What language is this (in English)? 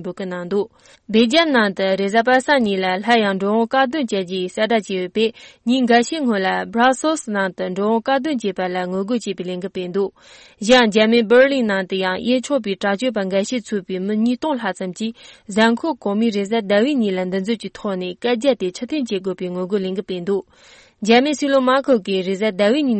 Tibetan